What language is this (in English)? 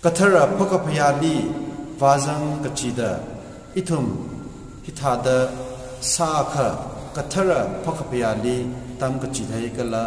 Tangkhul Naga (India)